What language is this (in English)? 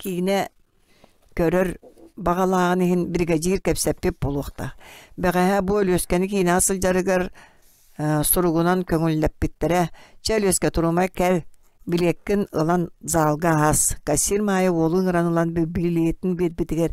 Yakut